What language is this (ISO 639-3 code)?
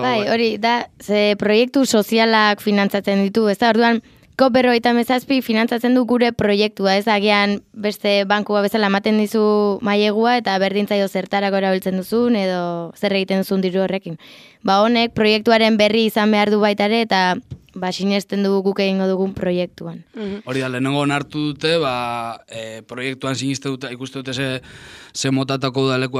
eus